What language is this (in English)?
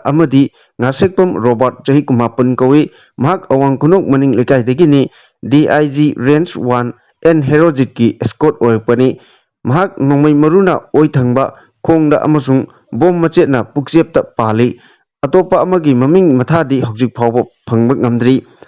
Manipuri